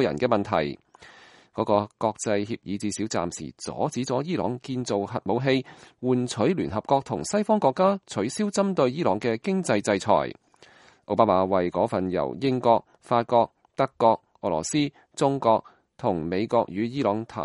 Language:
Cantonese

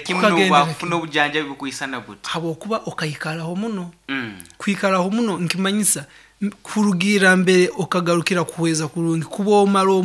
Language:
Nyankole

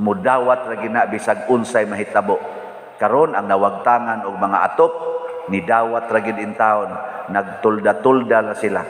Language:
Cebuano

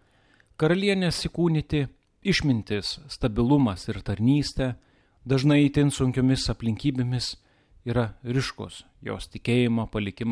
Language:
Lithuanian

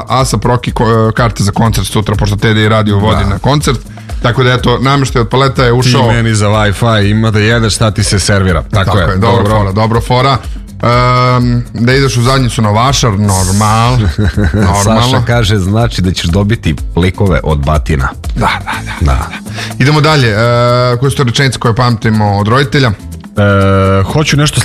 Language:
Serbian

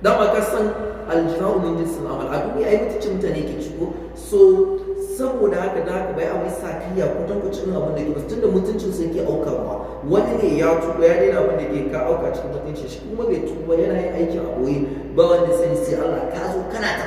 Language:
Hausa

